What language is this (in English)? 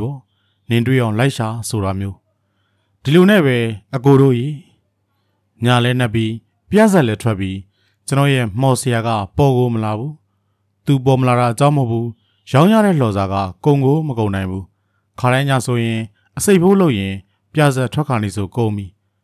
Burmese